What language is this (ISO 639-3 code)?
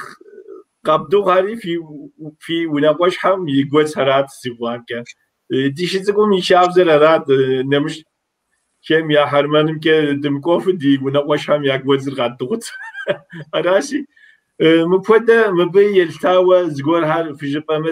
kbd